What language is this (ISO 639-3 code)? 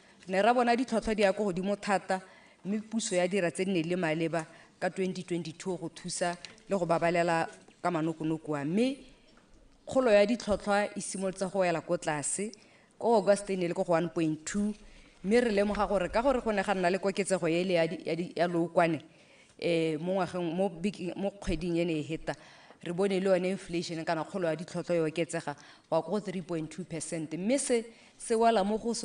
tsn